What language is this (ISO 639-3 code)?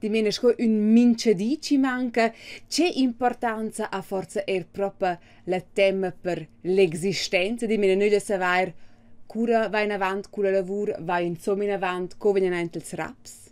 roh